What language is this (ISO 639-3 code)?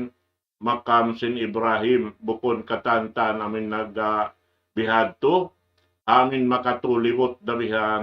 tsg